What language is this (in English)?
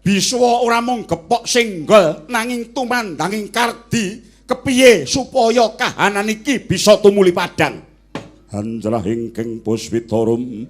Javanese